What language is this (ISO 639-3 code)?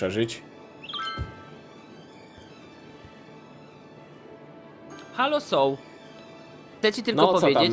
pol